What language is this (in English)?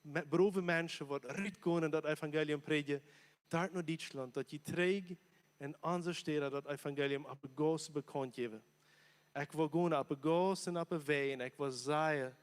Plautdietsch